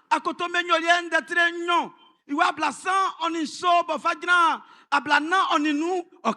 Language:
Baoulé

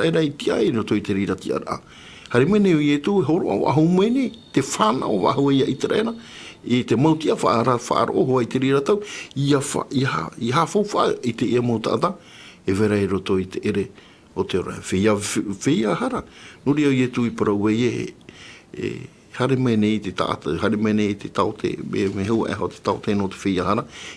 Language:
Tahitian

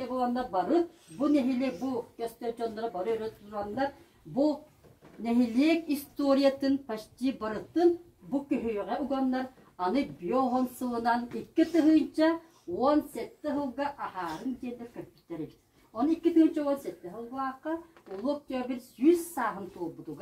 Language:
Yakut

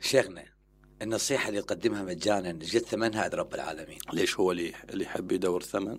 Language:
Mesopotamian Arabic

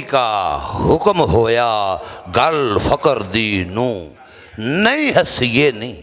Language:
Western Panjabi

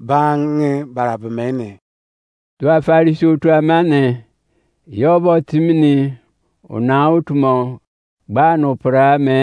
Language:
Izon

